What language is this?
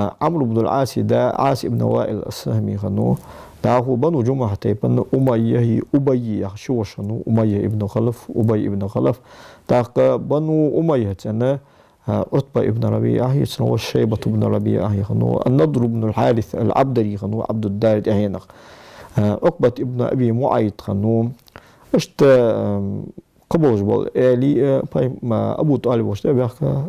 Ingush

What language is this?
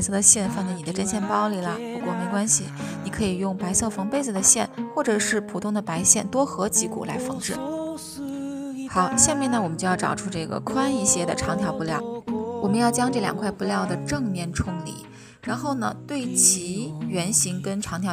Chinese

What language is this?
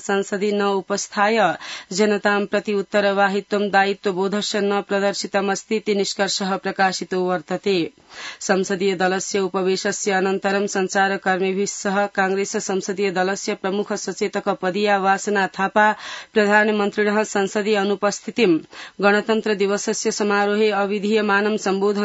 Sanskrit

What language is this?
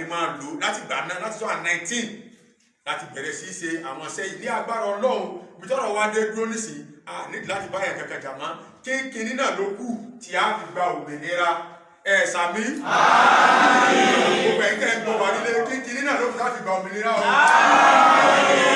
Yoruba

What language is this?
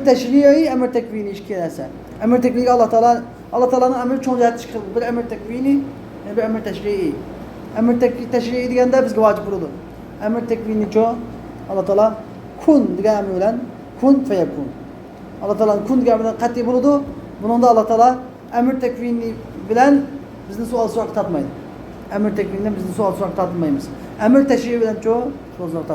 Uyghur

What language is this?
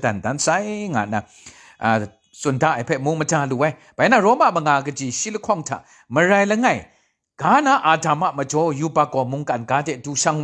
Kachin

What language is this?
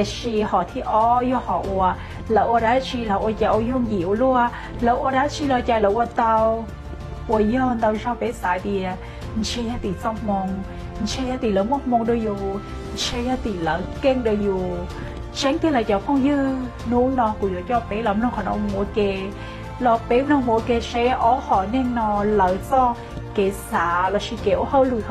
Hmong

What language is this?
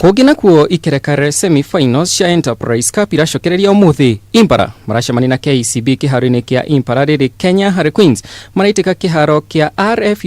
Kikuyu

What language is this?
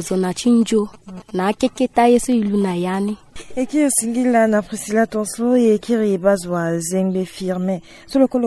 Sango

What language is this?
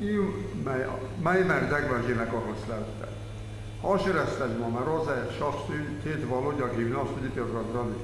Ossetic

